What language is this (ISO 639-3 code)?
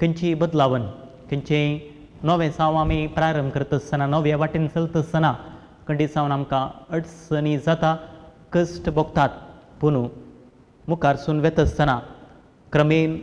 kok